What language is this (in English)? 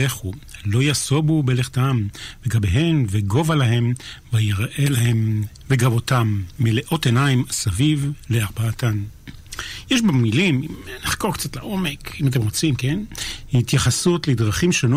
Hebrew